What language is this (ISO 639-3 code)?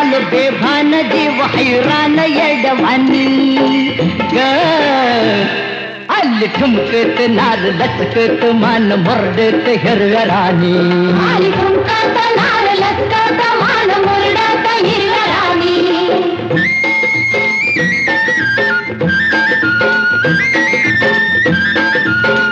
mar